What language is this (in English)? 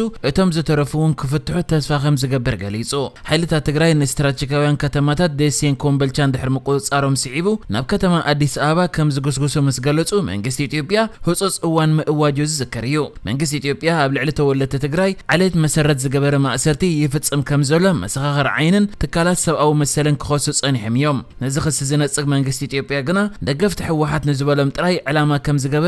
Tigrinya